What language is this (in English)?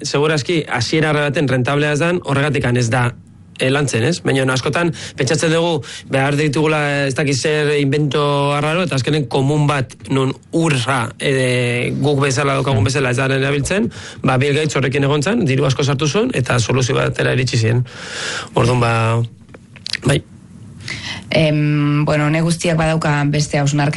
Basque